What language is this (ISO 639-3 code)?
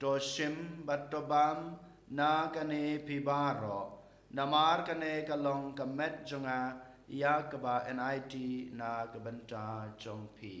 kha